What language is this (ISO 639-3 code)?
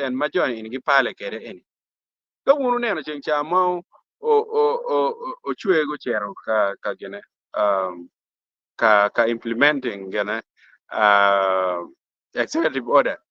ach